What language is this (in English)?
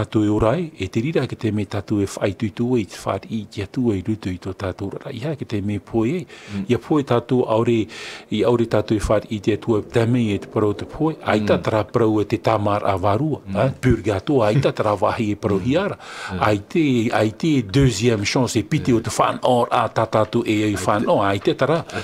Tahitian